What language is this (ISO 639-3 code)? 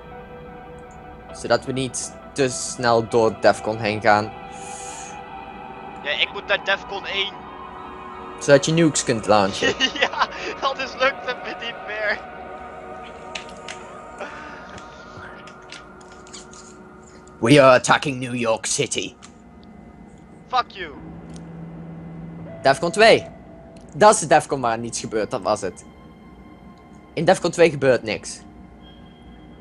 nld